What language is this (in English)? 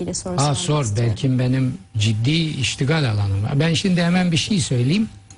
Turkish